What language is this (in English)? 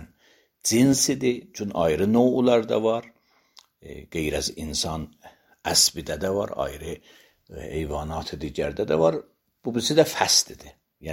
Azerbaijani